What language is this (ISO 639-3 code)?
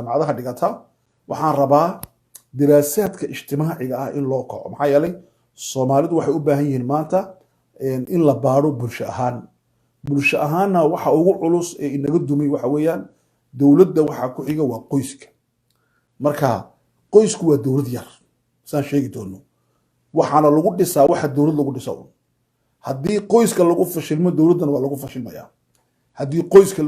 som